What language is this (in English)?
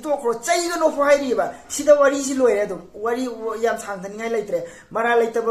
Manipuri